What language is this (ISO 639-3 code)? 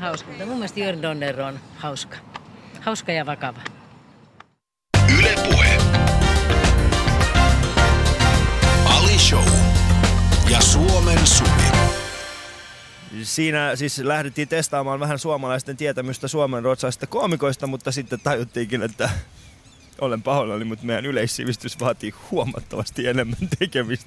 fin